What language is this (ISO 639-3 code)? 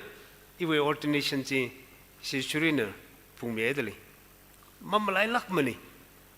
nmf